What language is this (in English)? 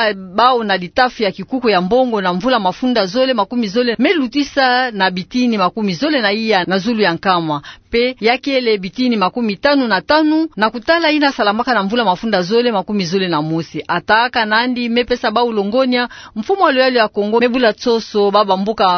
Kituba (Democratic Republic of Congo)